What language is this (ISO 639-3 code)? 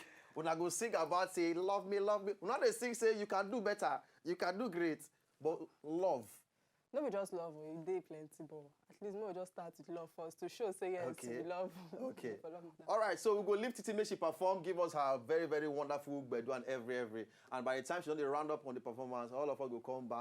pcm